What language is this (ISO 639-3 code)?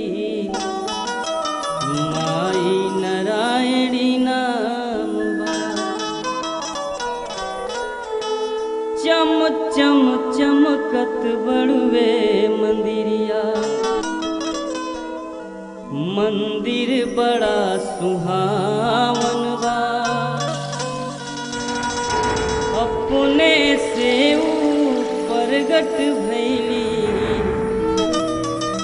bho